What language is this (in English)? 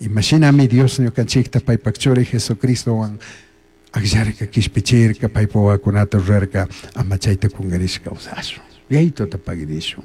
Chimborazo Highland Quichua